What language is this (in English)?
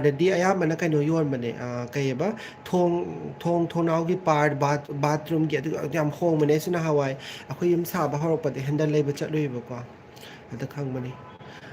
Manipuri